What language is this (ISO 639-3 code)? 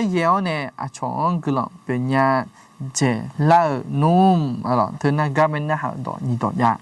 ahk